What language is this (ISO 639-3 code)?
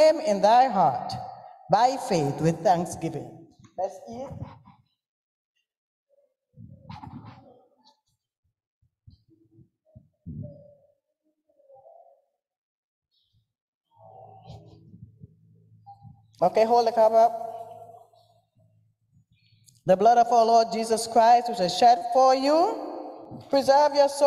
eng